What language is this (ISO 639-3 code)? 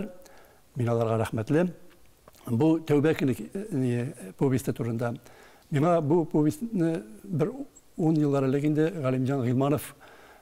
tat